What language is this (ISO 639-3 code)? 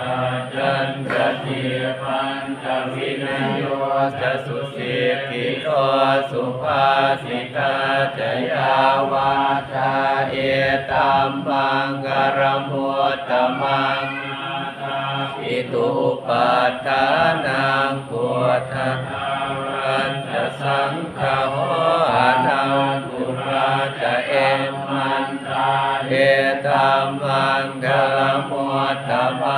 pli